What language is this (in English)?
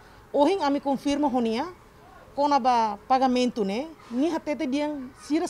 Tetum